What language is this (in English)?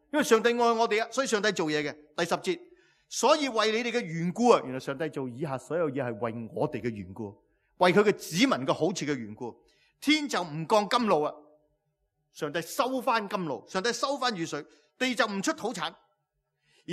Cantonese